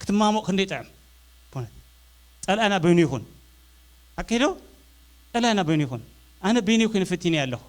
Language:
Tigrinya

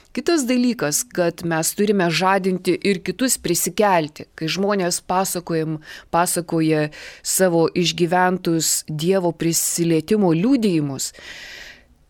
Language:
Lithuanian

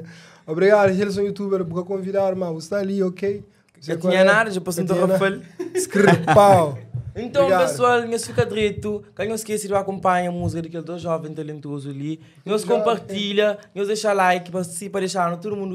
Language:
Kabuverdianu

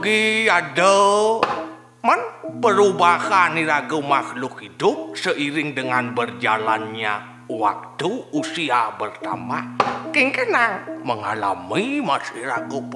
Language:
Balinese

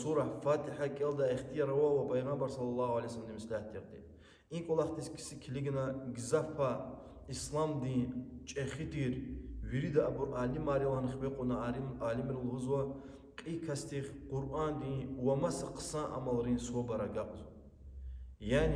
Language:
Lezghian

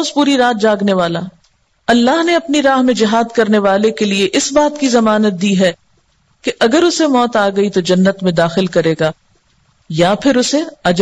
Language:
Urdu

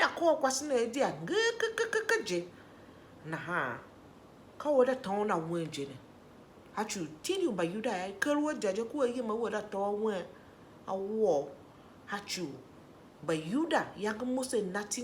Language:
Tiv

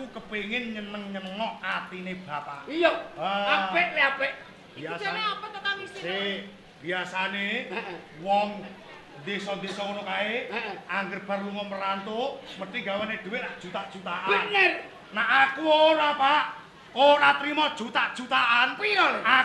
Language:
Javanese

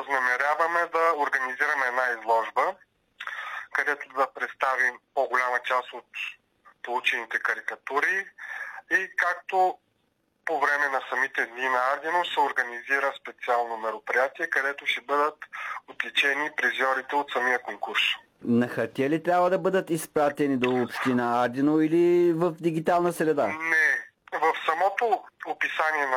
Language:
Bulgarian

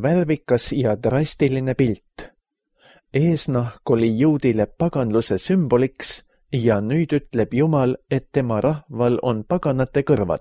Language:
Estonian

